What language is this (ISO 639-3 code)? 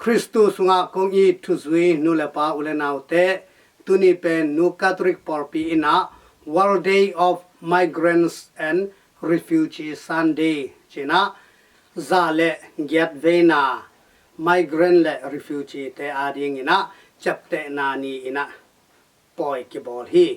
ctd